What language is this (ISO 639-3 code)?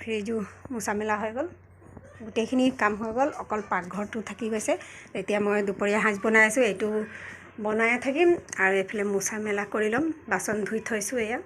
asm